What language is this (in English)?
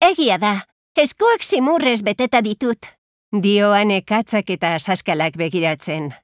Basque